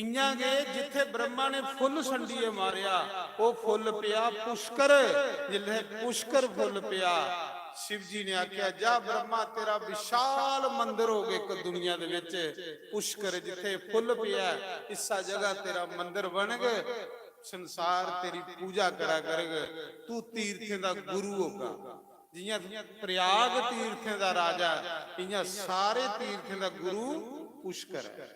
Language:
Dogri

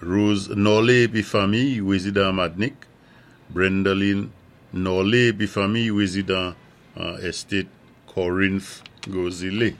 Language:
Saint Lucian Creole French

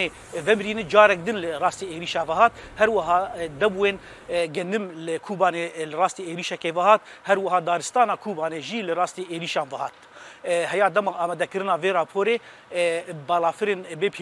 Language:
Kurdish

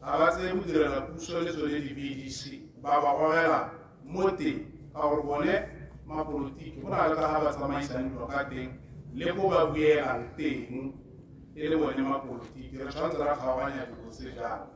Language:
Tswana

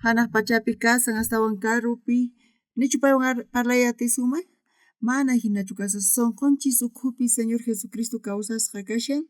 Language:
South Bolivian Quechua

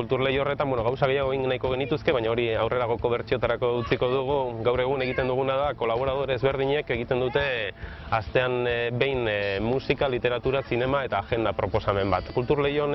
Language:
Basque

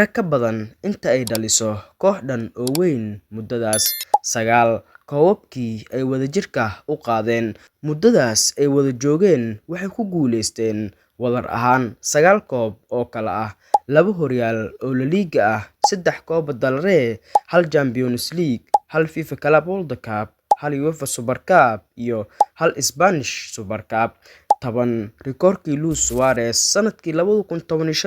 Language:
Somali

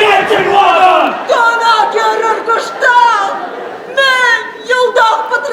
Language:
Chuvash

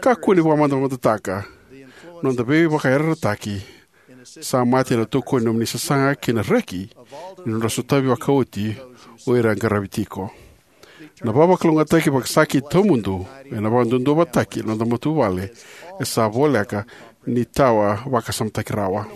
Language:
Fijian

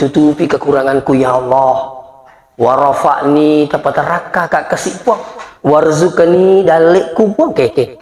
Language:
Buginese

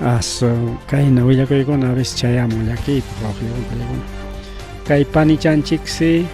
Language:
Ayacucho Quechua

